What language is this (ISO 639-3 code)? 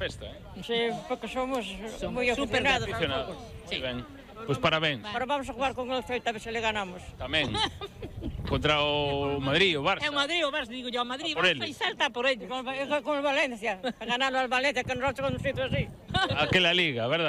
glg